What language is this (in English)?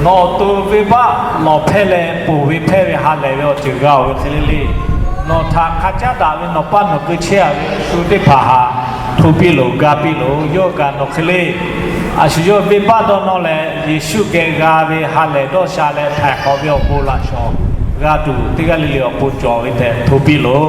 Lahu